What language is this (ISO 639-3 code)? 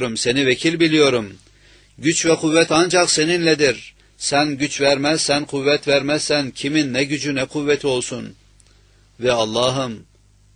tur